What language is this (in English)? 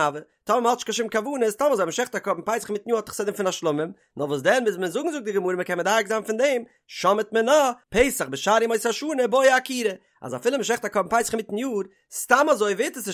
Yiddish